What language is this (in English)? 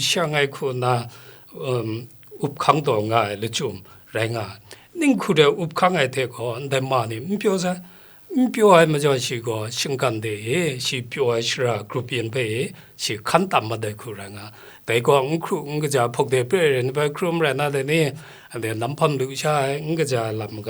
Kachin